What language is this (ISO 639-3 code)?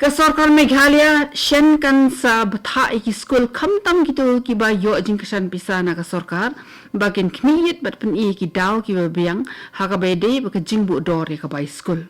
kha